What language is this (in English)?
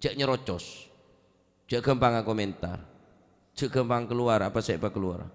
Madurese